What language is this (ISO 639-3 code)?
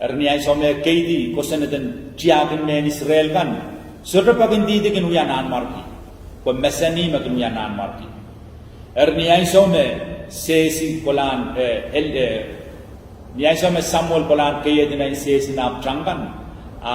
pon